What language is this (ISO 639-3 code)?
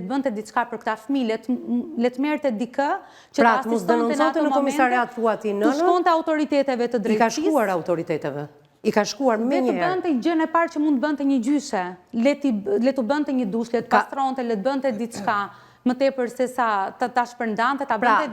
sqi